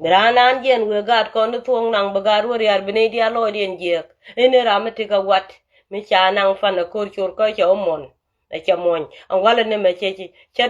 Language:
Nuer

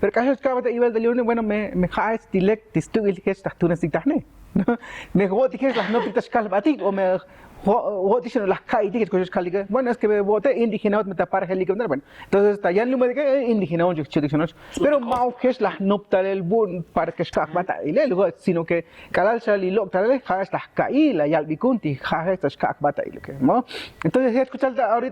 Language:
Tzotzil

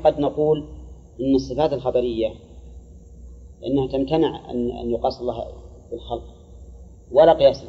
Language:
Arabic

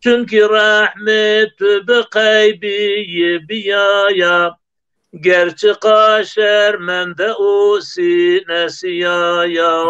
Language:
Zaza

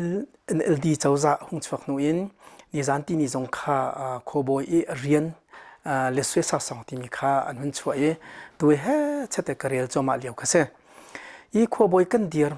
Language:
Hakha Chin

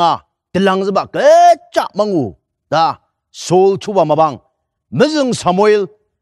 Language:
Ao Naga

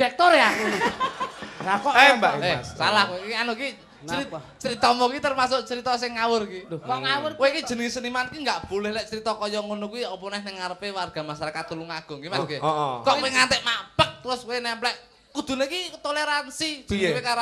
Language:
Javanese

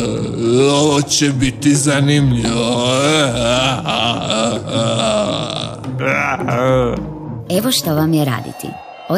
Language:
Croatian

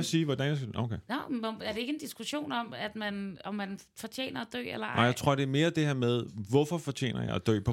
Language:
Danish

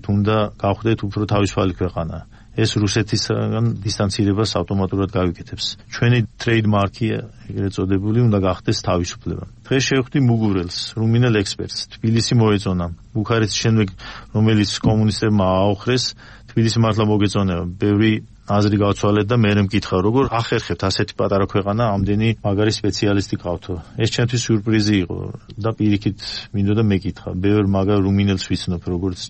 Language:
Georgian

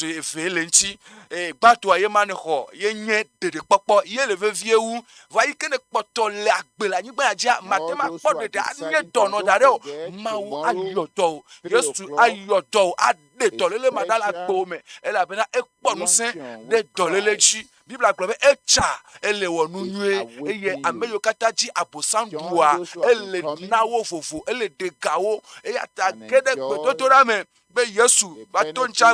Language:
Ewe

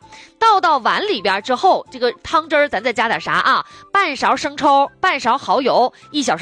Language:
Chinese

